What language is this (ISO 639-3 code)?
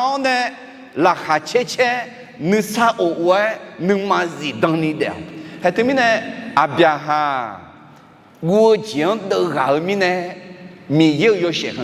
ahk